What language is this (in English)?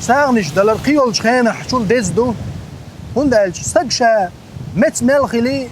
Chechen